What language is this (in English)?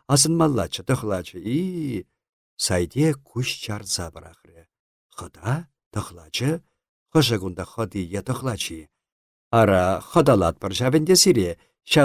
Chuvash